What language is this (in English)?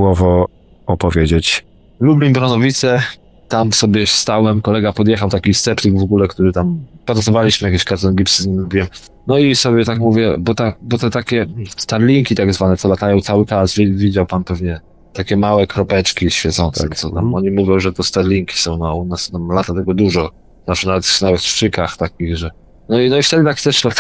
Polish